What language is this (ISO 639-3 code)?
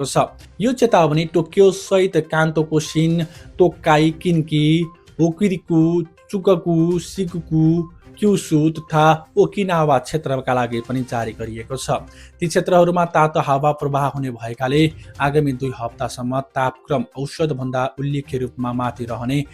nep